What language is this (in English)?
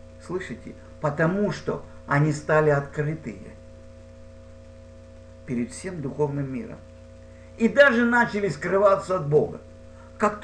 Russian